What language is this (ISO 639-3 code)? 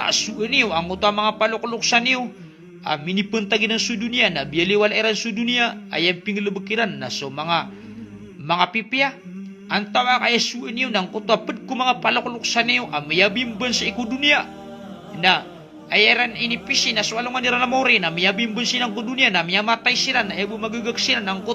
mrw